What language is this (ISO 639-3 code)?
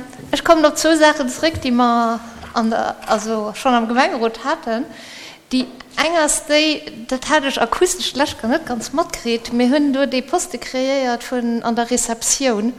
ltz